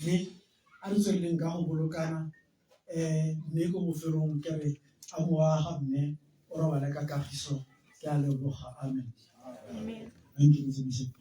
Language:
Tswana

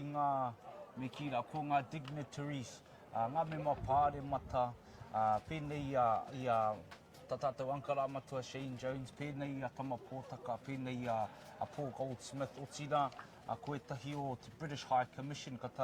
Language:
Māori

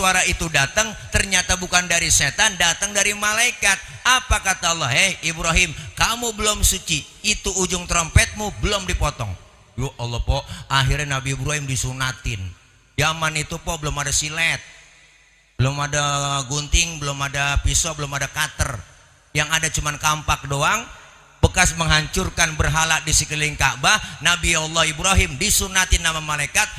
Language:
Betawi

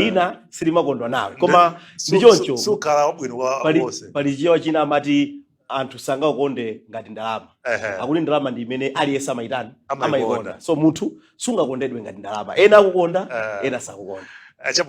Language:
Nyanja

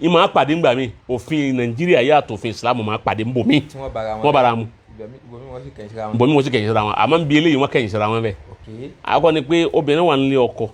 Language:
Yoruba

